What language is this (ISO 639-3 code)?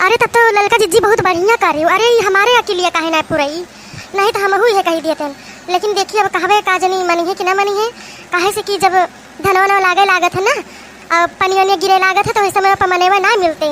awa